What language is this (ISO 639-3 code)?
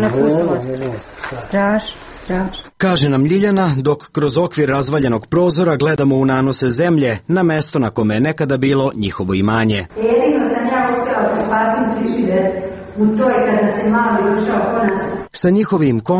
srp